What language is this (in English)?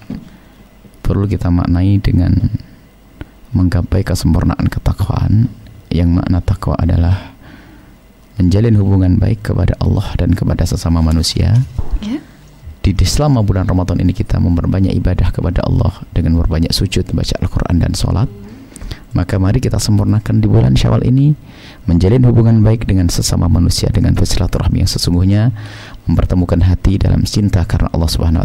Indonesian